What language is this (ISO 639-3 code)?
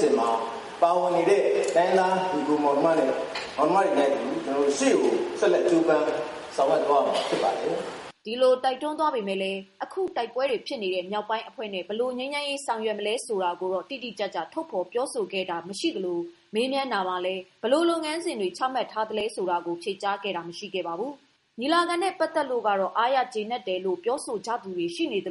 mya